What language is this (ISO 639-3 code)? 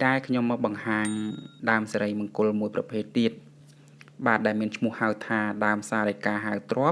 khm